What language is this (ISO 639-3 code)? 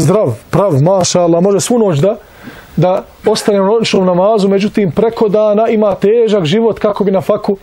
bos